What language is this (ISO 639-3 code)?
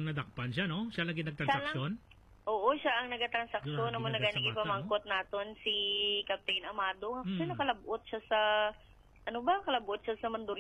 hil